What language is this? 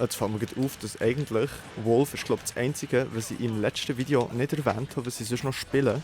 Swiss German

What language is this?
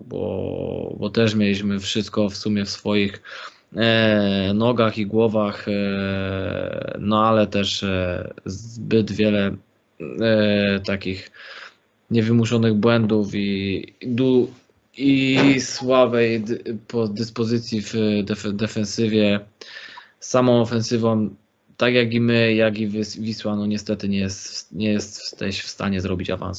Polish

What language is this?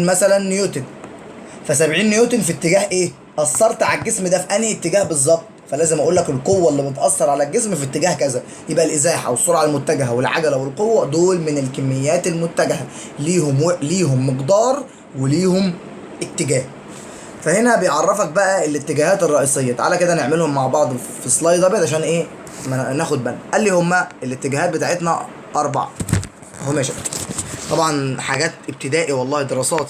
Egyptian Arabic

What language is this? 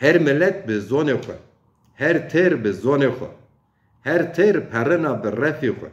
Zaza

